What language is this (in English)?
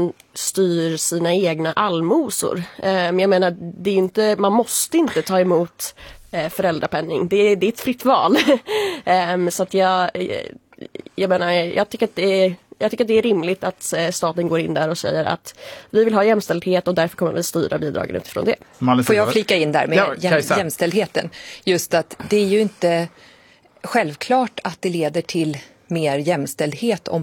Swedish